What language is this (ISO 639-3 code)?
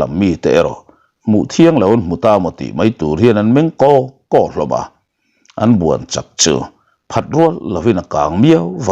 lus